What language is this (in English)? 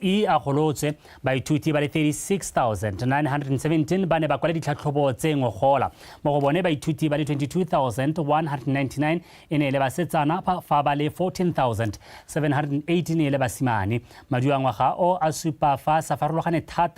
Tswana